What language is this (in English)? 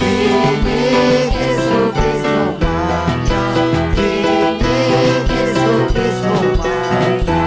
Ayacucho Quechua